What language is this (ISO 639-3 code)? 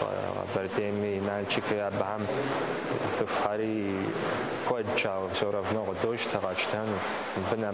kbd